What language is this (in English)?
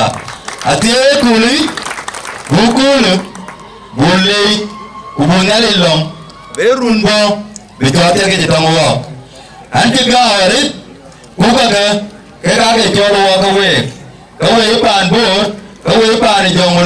Dinka